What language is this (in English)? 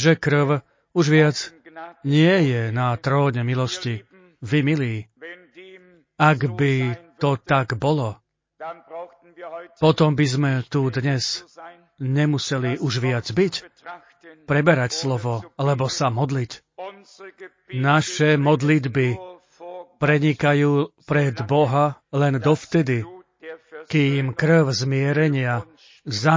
Slovak